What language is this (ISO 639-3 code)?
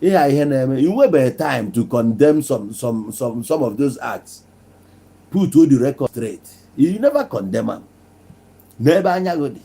ibo